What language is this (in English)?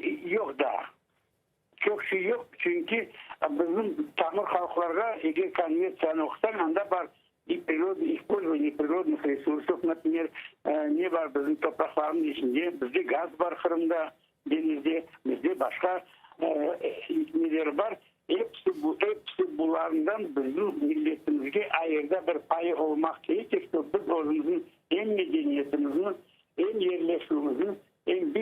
Crimean Tatar